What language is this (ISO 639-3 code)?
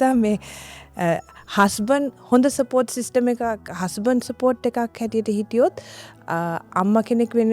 sin